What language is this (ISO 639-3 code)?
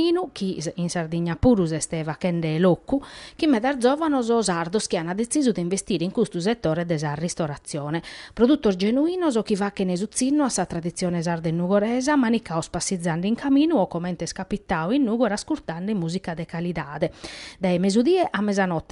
srd